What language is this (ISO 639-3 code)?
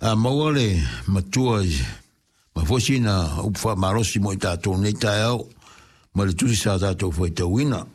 smo